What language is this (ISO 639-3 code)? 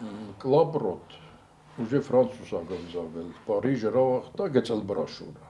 oss